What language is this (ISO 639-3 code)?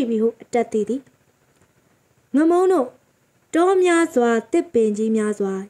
mya